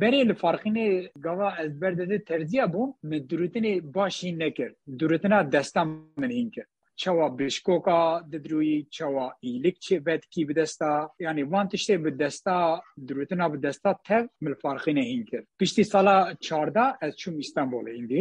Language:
Kurdish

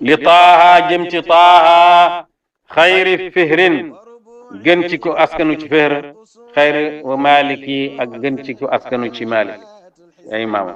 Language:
Wolof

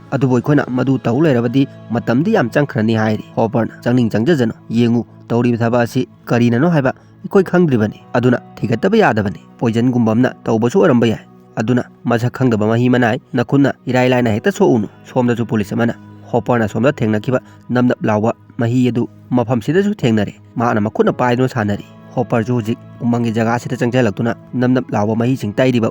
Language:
Manipuri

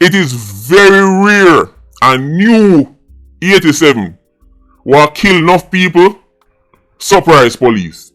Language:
Jamaican Creole English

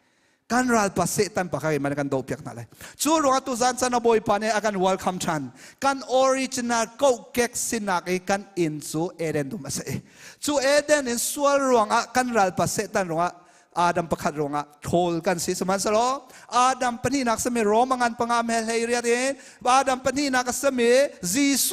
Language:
Hakha Chin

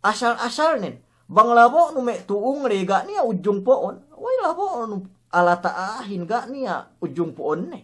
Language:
Yakan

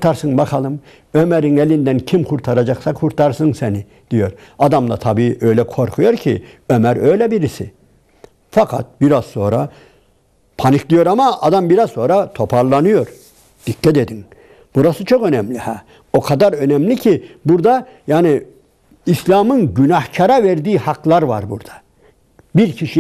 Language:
Turkish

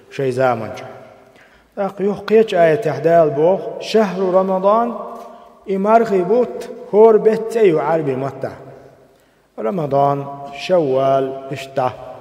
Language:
Chechen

